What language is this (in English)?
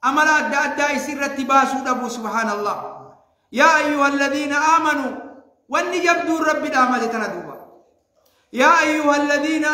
Oromo